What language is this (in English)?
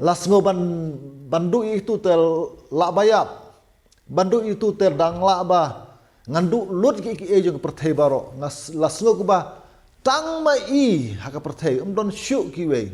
Khasi